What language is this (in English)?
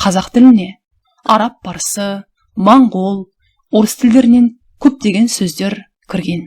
Kazakh